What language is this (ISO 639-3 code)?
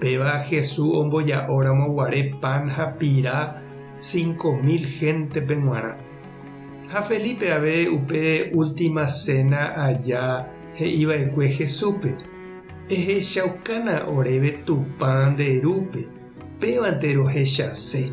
grn